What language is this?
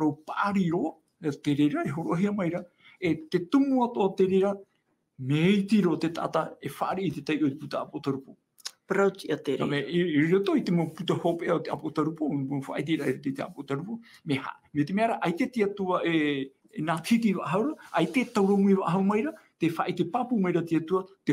Tahitian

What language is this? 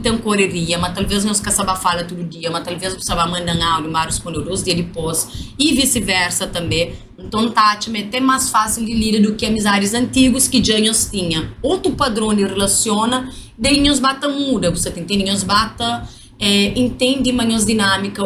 Kabuverdianu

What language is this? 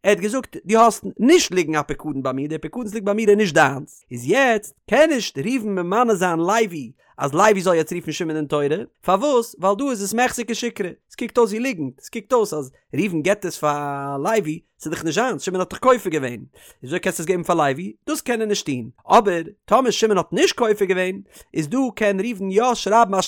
Yiddish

